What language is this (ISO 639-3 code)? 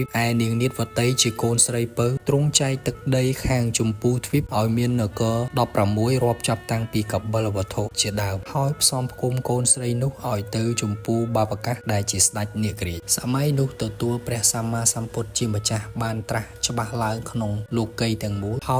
khm